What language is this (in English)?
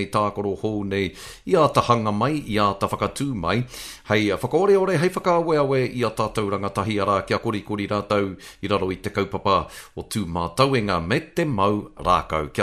Māori